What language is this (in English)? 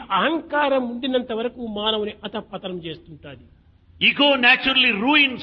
Telugu